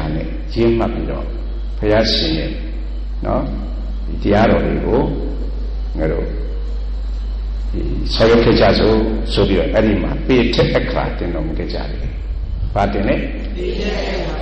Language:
Burmese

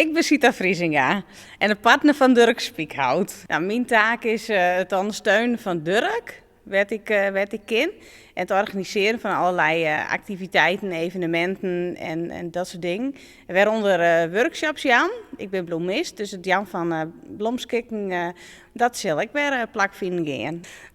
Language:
Western Frisian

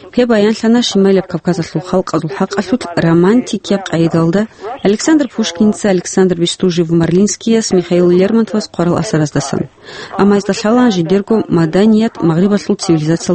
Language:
Avaric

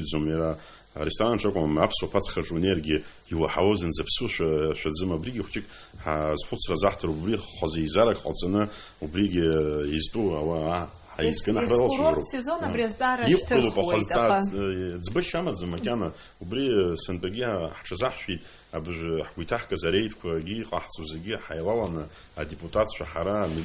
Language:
Abkhazian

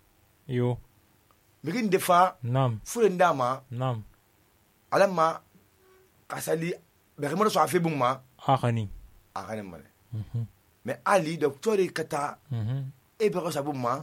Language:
Susu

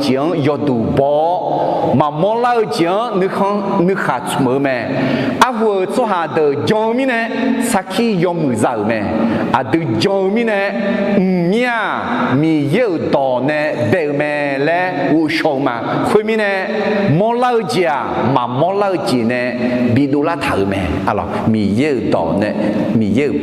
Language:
Akha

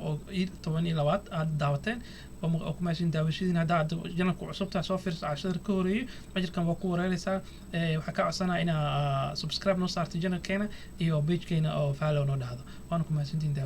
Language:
Somali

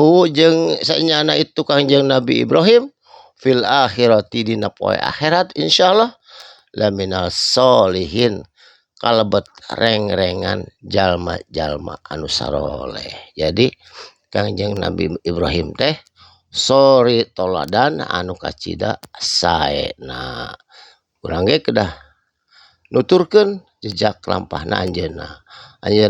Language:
Sundanese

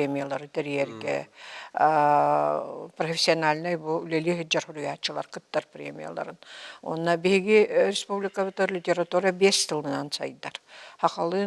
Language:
Yakut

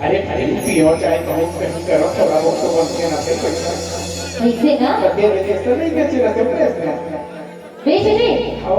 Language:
Chhattisgarhi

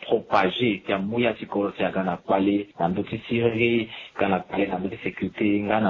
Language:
Sango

